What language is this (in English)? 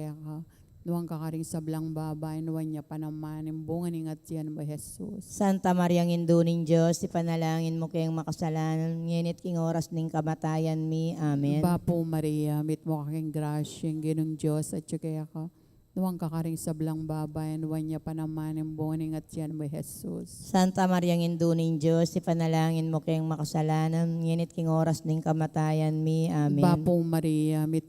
Pampanga